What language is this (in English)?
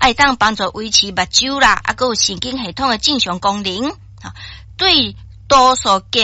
Min Nan Chinese